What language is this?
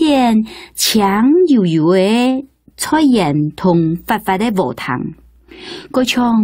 Hakka Chinese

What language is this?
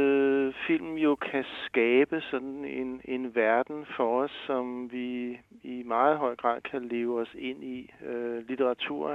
Danish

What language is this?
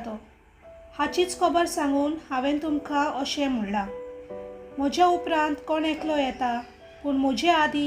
Konkani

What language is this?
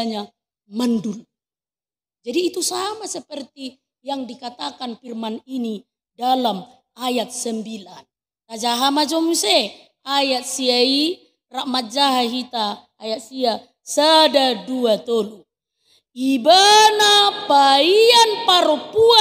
Batak Toba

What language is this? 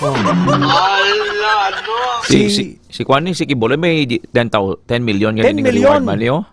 Hiligaynon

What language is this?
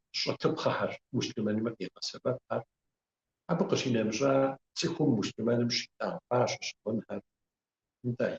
Kabardian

